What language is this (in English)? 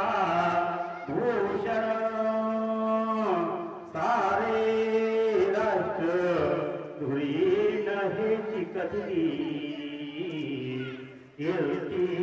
Marathi